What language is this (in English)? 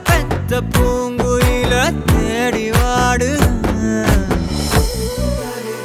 Tamil